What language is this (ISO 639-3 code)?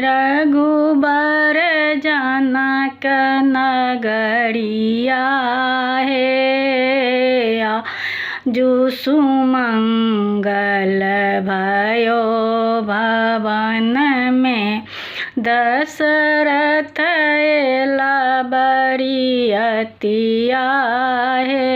mai